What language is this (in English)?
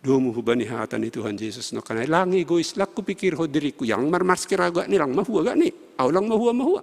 Batak Simalungun